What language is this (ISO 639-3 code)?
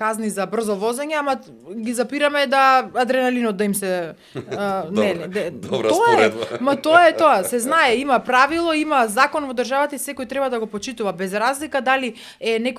mkd